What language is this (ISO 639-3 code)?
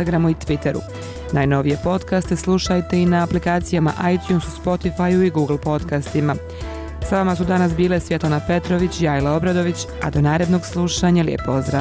bos